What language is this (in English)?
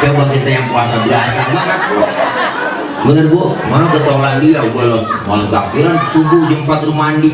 Betawi